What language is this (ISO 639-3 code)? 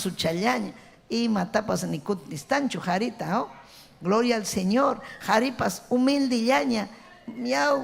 quy